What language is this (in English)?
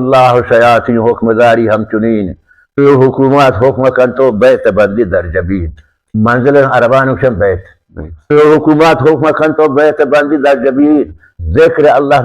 Baluchi